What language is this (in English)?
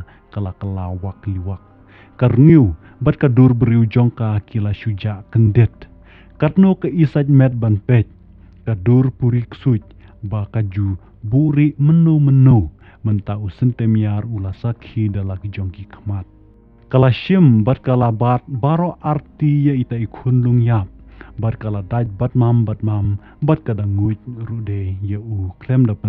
Khasi